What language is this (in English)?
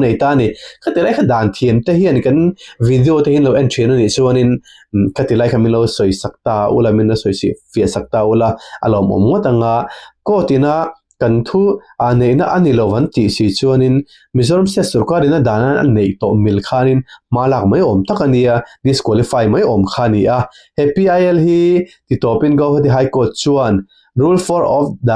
Mizo